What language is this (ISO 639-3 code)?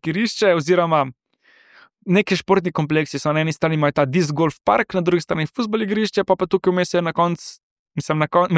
slv